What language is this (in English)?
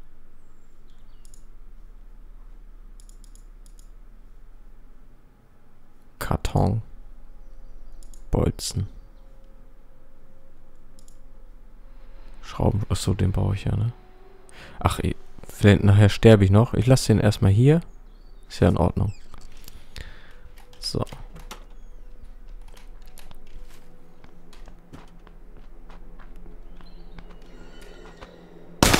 German